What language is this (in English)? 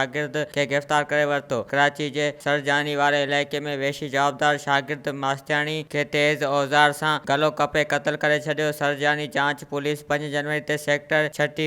Sindhi